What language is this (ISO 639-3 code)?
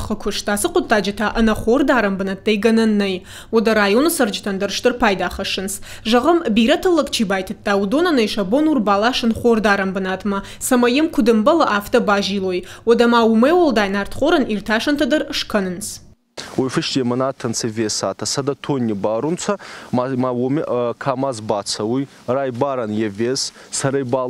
oss